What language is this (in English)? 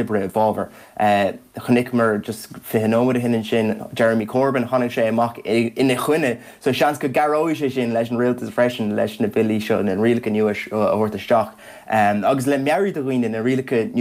Irish